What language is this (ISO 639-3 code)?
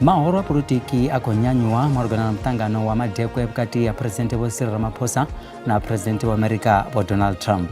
ven